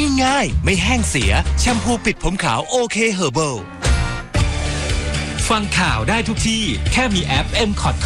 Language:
Thai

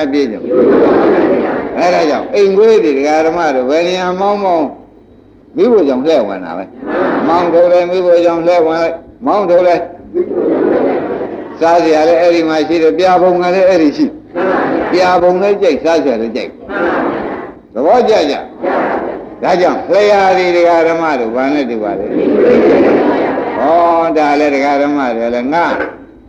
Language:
Burmese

